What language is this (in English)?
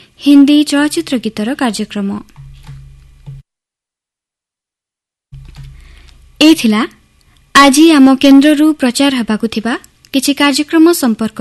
Odia